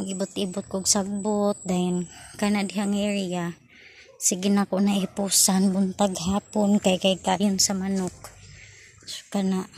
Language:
Cebuano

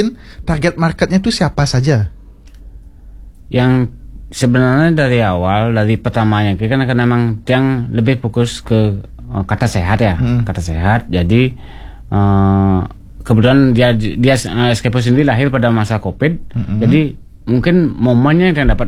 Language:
Indonesian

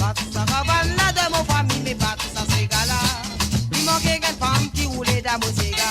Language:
Morisyen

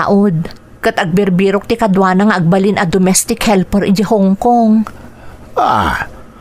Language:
Iloko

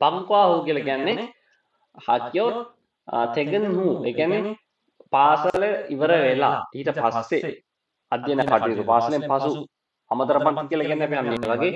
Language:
Sinhala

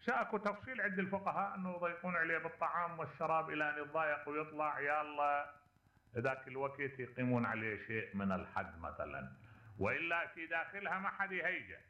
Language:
Mesopotamian Arabic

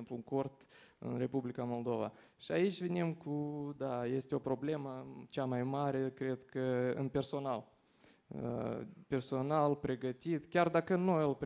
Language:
Romanian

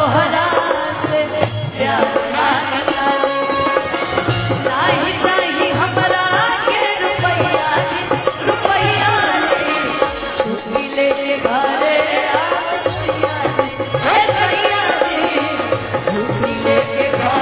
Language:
Bhojpuri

